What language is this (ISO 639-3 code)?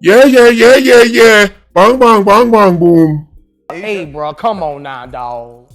jam